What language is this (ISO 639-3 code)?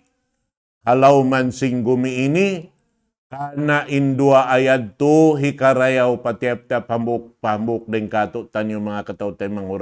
tsg